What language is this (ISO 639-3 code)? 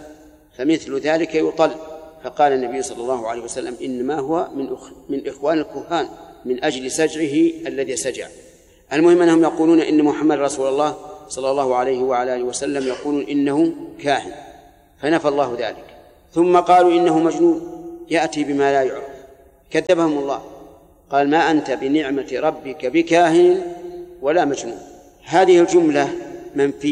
ara